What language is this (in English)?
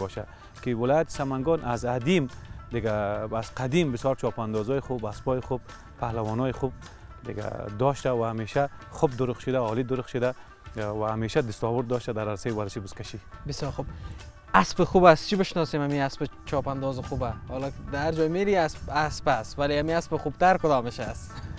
Persian